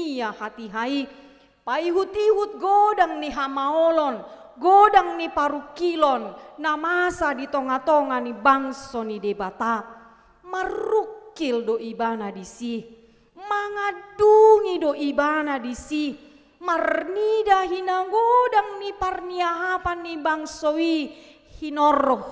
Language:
Batak Toba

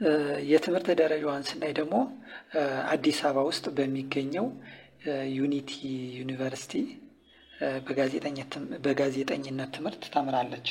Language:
Amharic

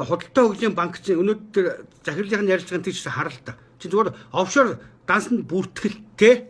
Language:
Mongolian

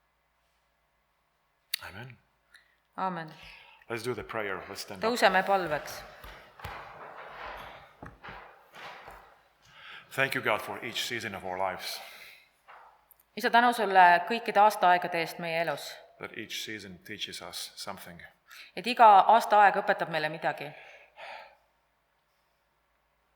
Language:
Estonian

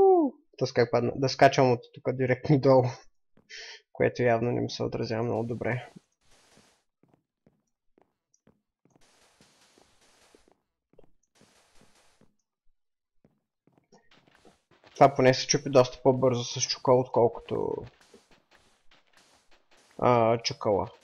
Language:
Bulgarian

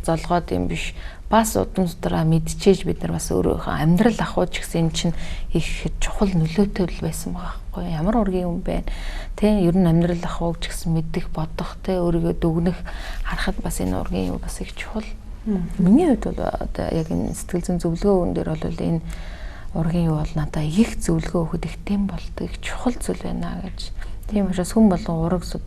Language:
Mongolian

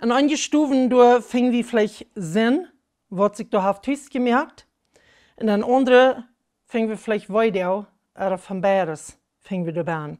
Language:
Plautdietsch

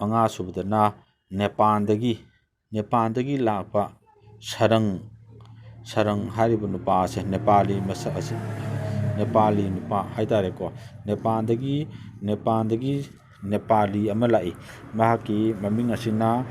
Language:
Manipuri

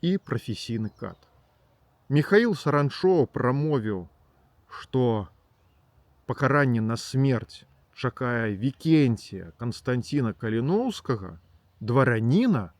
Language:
Belarusian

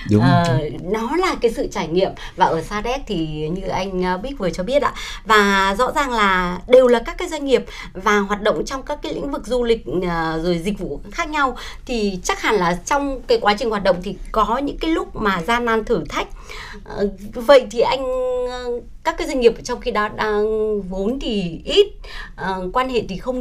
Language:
Vietnamese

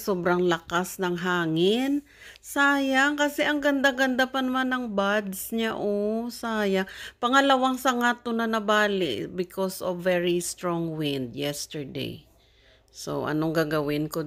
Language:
Filipino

